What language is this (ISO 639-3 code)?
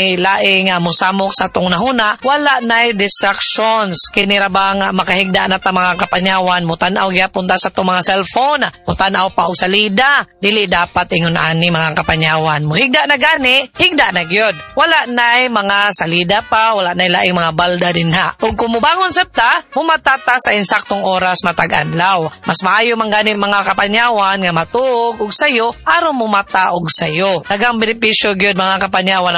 ceb